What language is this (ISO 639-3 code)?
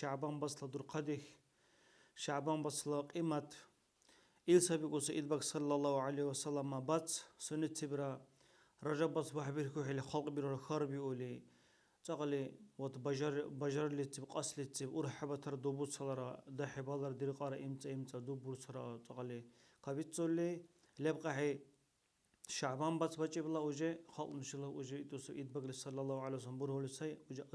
dar